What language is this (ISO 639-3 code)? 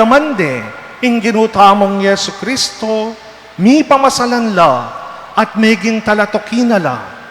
pam